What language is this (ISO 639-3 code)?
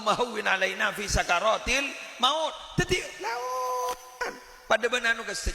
mad